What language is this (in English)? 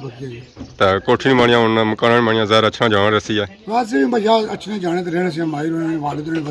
Pahari-Potwari